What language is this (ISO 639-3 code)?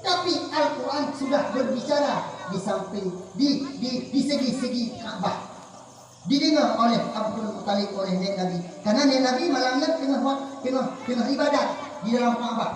ace